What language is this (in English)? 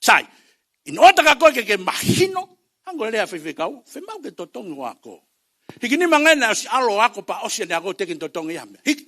Tongan